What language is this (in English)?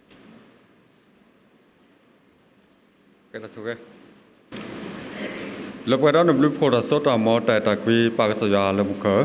S'gaw Karen